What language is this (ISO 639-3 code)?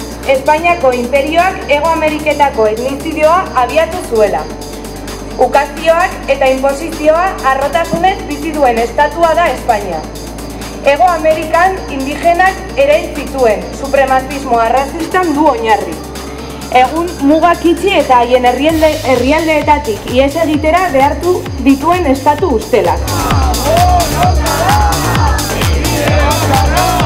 eus